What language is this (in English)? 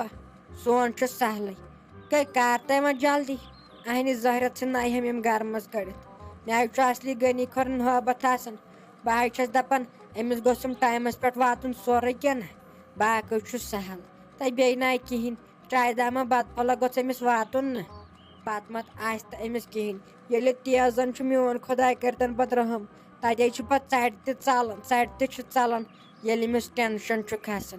Kashmiri